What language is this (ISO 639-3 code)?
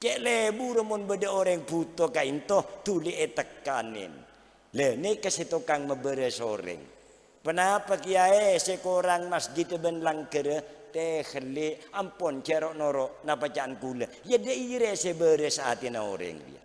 mad